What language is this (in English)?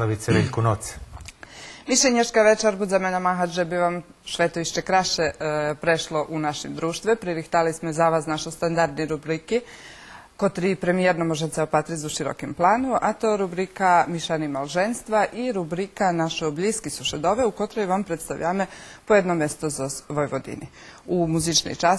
Rusyn